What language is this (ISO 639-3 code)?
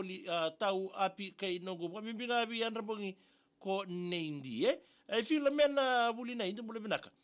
fij